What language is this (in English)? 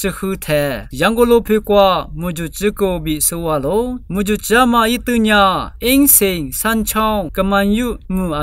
Lisu